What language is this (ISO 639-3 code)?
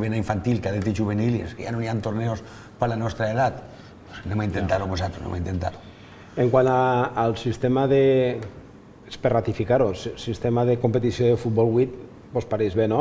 cat